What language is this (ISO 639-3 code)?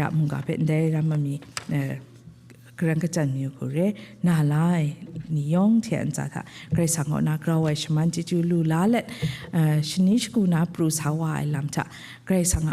kac